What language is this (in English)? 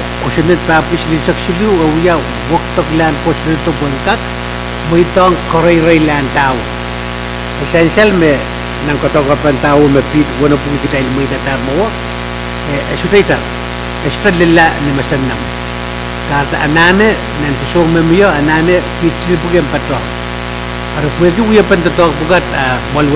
Pohnpeian